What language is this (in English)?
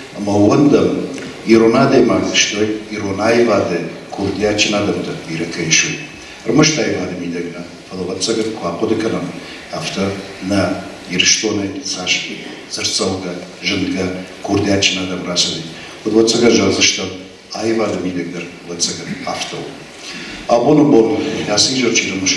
Ossetic